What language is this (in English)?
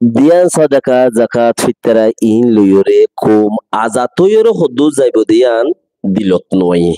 Rohingya